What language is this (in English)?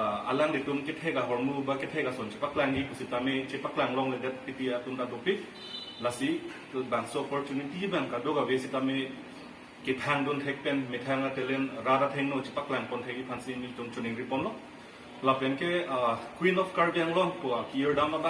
Karbi